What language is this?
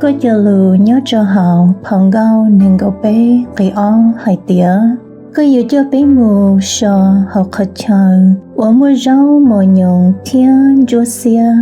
Hmong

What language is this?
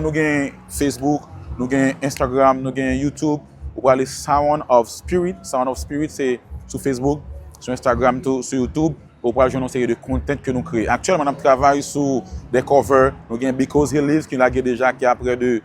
Haitian Creole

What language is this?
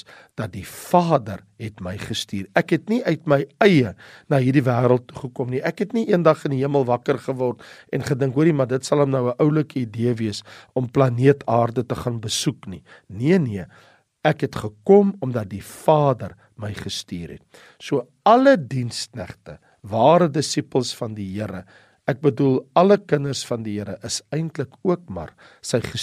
Afrikaans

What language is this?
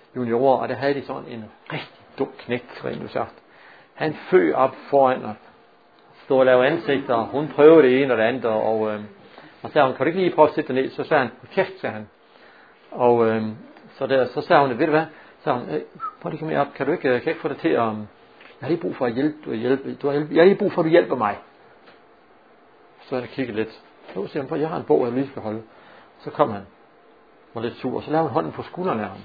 Danish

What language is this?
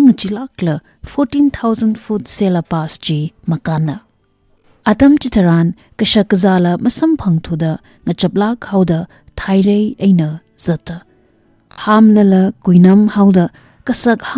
Tangkhul Naga (India)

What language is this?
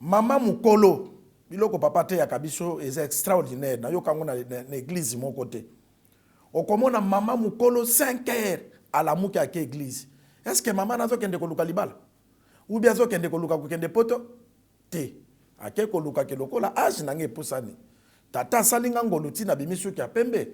Lingala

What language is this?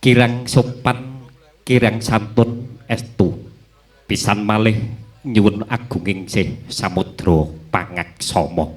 Javanese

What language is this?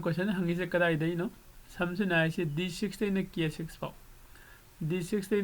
Manipuri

